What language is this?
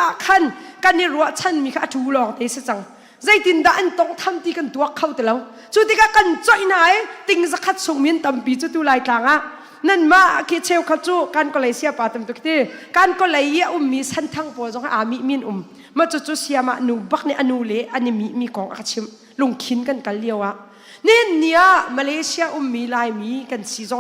Hakha Chin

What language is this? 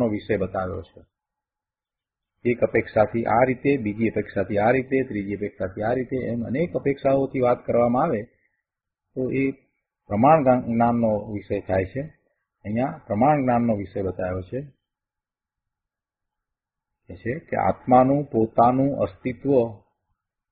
Gujarati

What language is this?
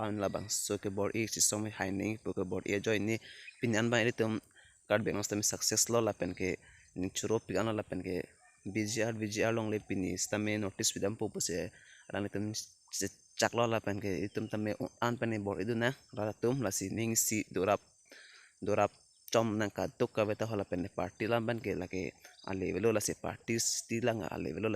Karbi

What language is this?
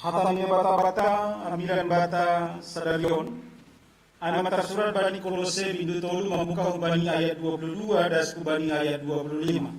Batak Simalungun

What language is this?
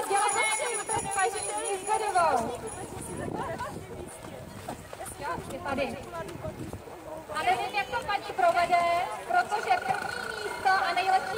Czech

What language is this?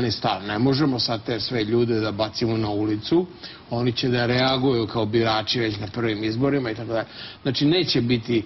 Serbian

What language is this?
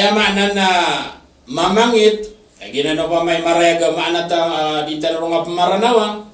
Maranao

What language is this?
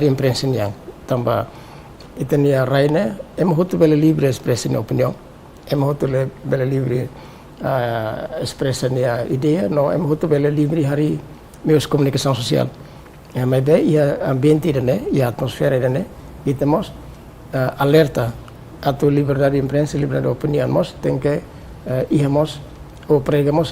Tetum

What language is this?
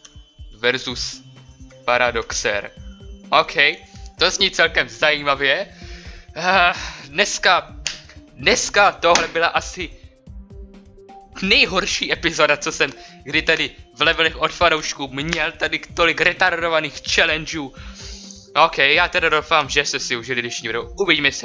Czech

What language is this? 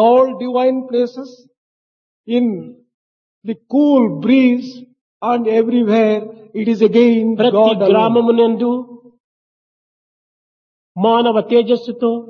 Telugu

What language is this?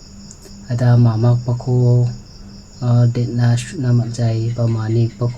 Garo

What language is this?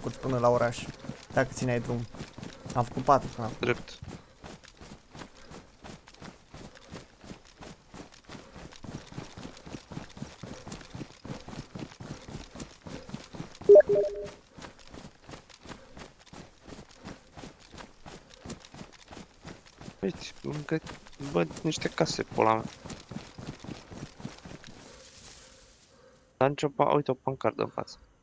Romanian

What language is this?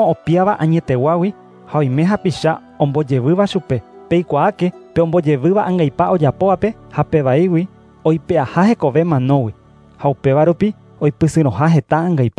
Guarani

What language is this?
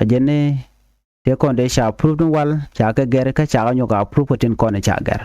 Nuer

